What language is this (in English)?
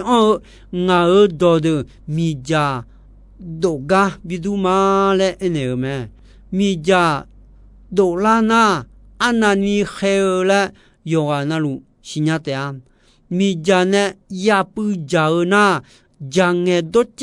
Akha